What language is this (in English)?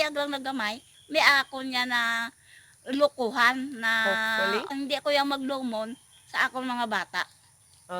Hiligaynon